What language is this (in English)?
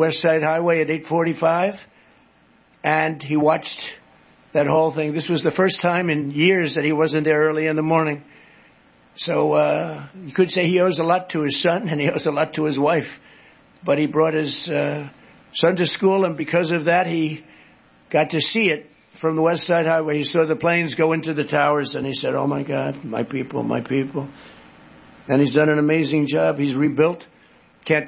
English